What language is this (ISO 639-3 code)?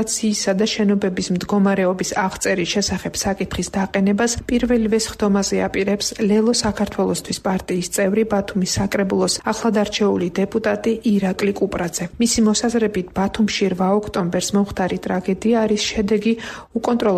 kat